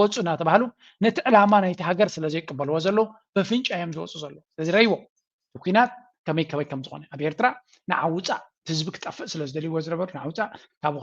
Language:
Tigrinya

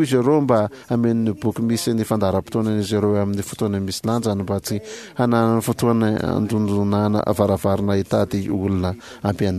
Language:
Malagasy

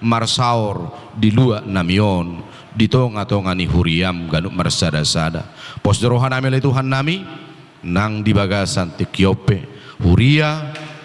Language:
Batak Toba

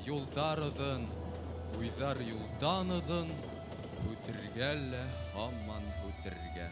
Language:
Bashkir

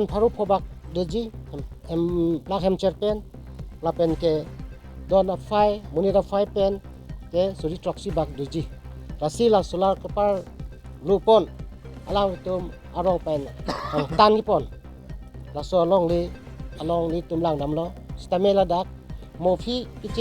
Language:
Karbi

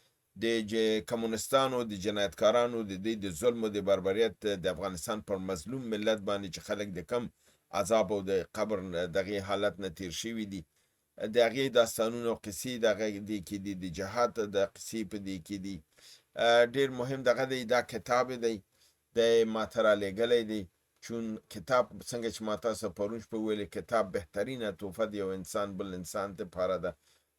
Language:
Pashto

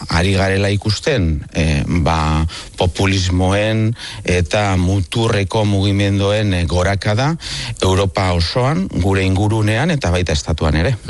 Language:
Basque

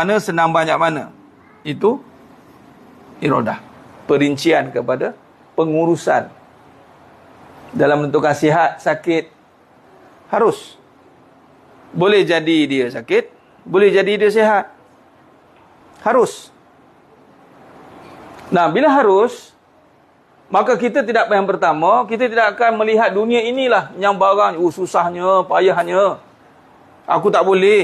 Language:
Malay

